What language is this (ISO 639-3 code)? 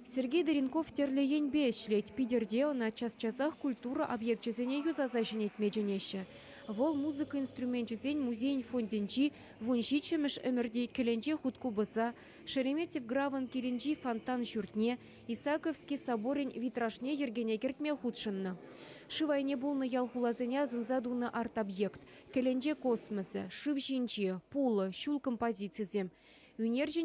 chv